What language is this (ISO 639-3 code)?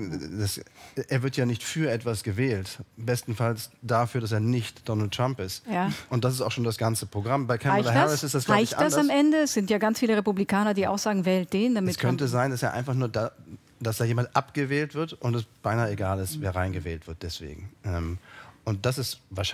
deu